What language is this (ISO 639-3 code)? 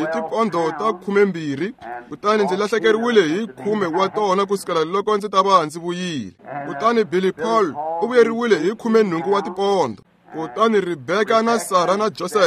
tso